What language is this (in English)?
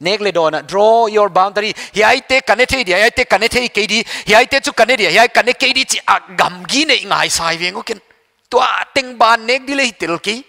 Paite Chin